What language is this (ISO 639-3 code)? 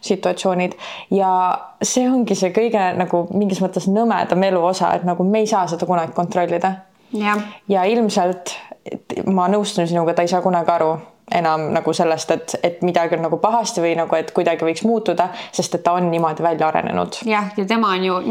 est